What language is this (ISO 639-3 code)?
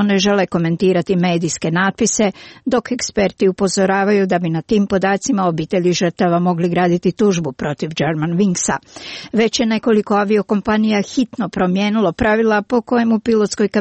srp